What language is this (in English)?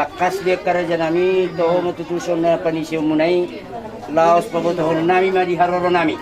Batak Toba